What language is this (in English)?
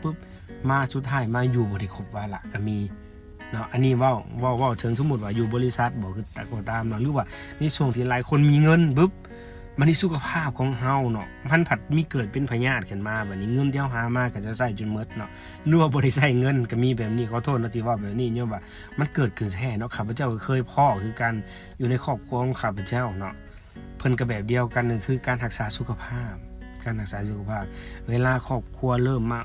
Lao